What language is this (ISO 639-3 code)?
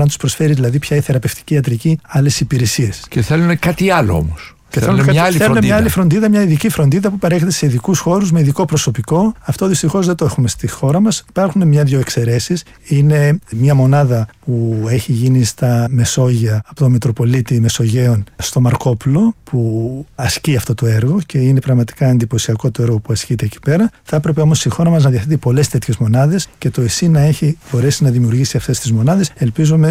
ell